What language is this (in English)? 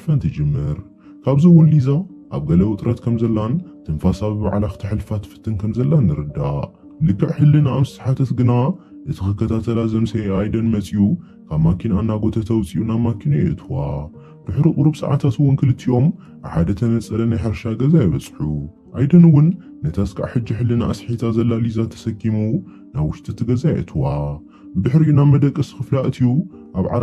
Tigrinya